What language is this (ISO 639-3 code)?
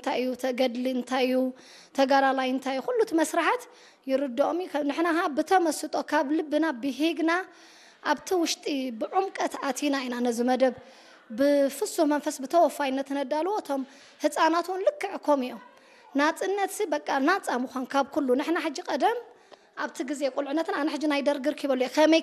tir